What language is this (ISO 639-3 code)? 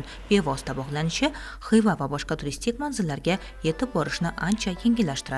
uzb